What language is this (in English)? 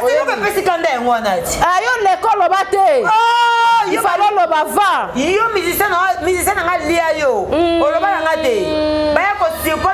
Lingala